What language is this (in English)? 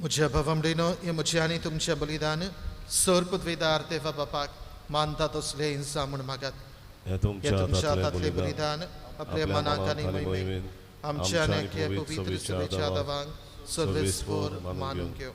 Konkani